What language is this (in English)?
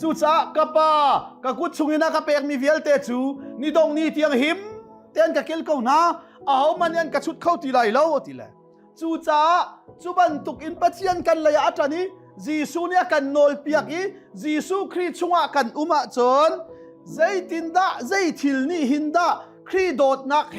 Hakha Chin